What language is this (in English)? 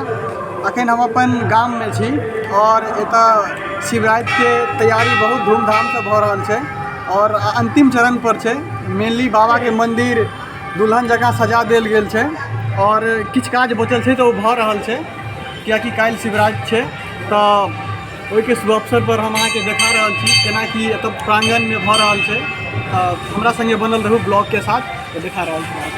Maithili